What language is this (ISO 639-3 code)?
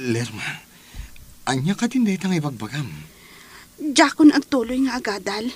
ilo